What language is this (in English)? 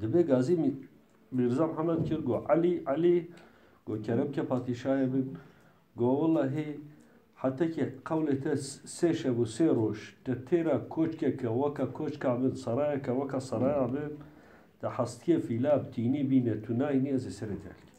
Kurdish